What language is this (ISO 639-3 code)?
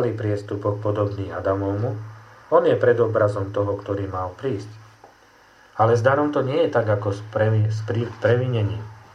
slk